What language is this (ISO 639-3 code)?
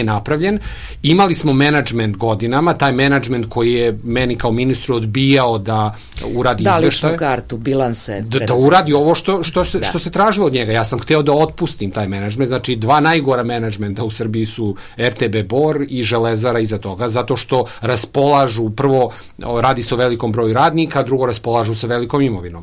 srp